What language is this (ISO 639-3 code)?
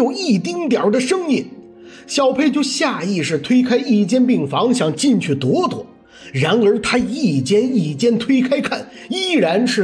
zho